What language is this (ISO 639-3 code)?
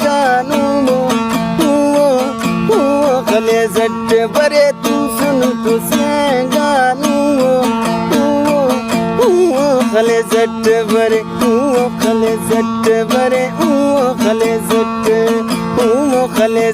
brh